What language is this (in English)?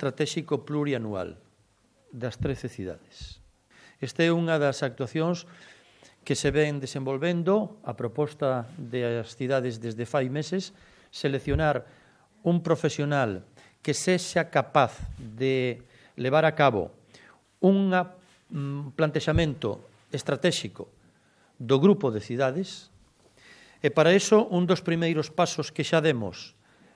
Galician